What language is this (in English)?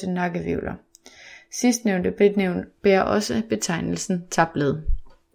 Danish